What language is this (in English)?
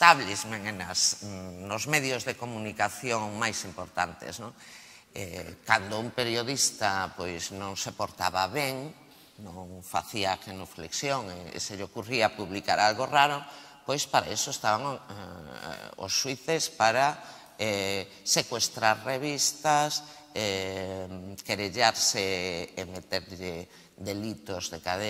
Galician